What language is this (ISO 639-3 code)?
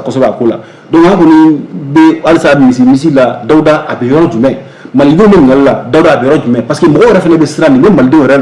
bam